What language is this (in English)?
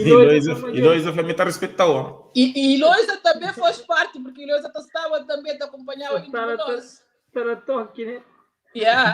Kabuverdianu